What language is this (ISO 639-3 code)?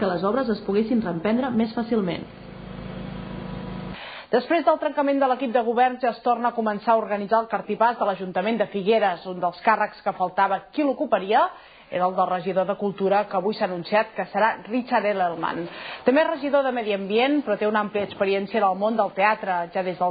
cat